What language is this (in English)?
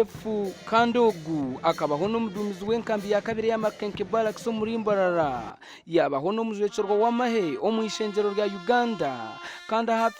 Nyankole